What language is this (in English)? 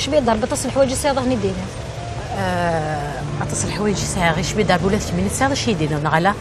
Kabyle